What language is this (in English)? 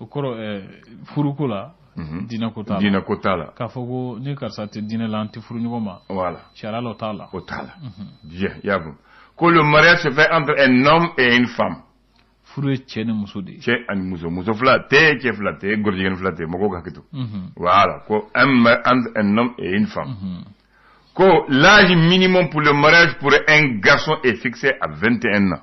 Bambara